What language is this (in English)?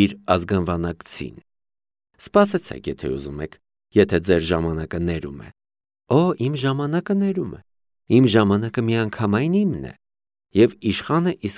Armenian